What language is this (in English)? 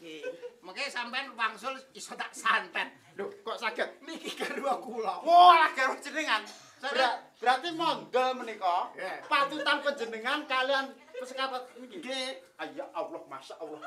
Javanese